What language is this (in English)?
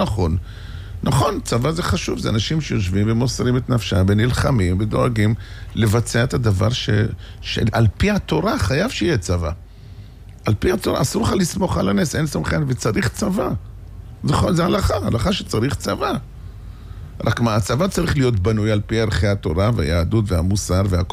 Hebrew